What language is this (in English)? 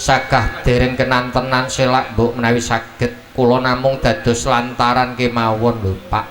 Javanese